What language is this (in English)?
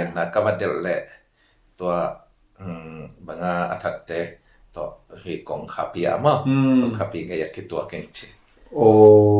Tedim Chin